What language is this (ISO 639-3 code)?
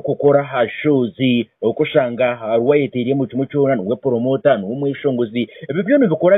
kin